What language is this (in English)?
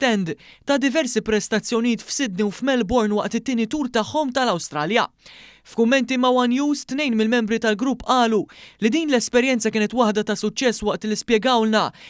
Maltese